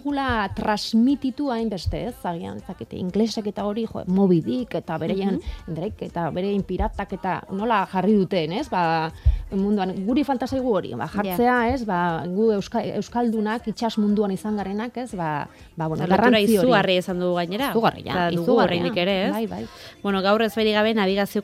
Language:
Basque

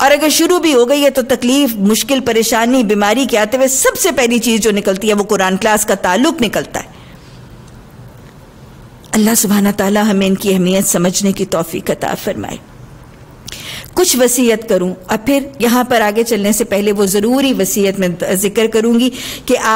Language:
Urdu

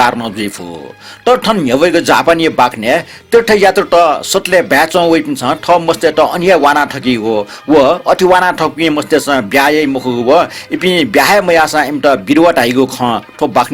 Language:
Newari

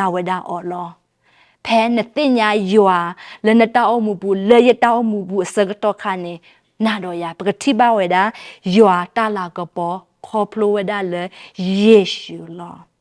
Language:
S'gaw Karen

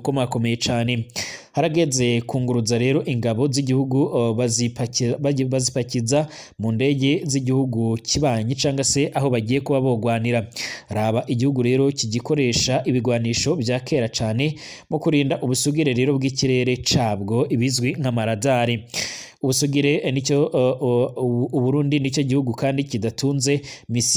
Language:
Rundi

